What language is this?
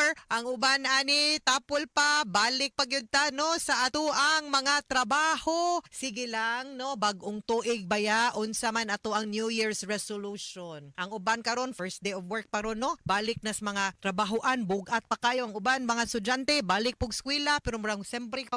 Cebuano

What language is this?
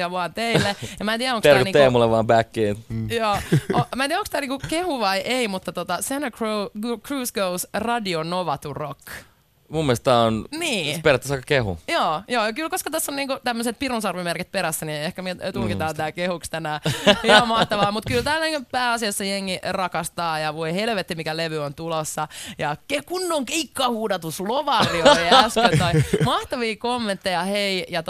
Finnish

